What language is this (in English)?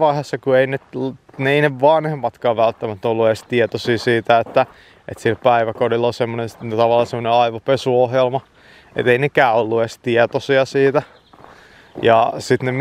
Finnish